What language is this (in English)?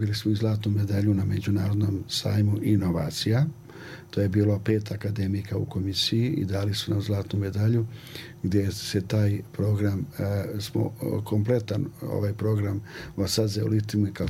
Serbian